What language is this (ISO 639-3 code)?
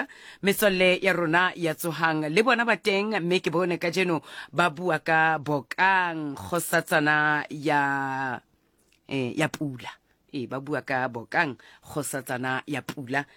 sot